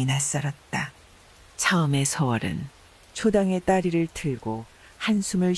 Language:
Korean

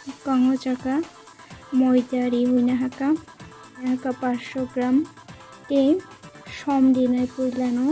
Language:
Kok Borok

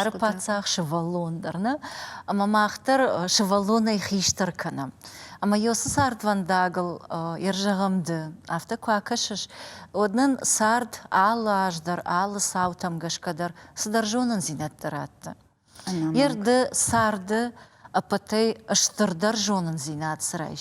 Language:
Ossetic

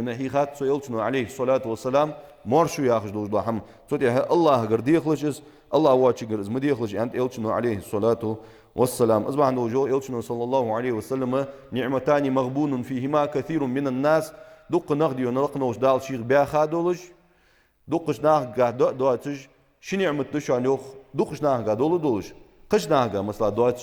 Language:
Ingush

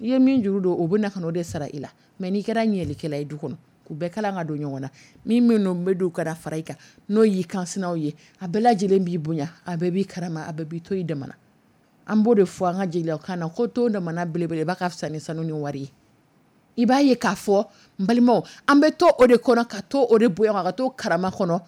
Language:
Dyula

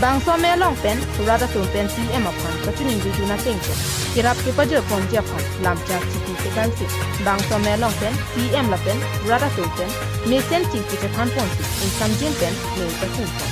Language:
Karbi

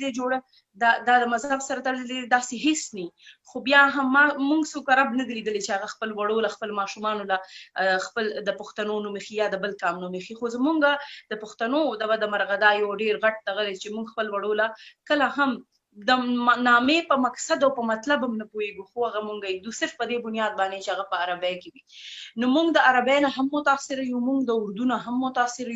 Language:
Pashto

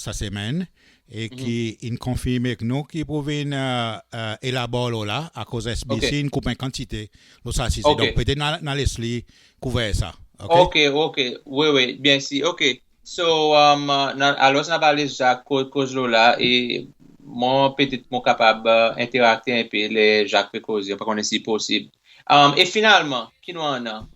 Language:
Seselwa Creole French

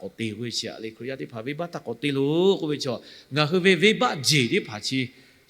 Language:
Lahu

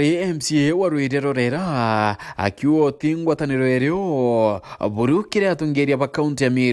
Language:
Meru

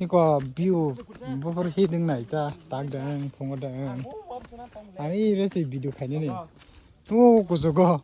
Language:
Kok Borok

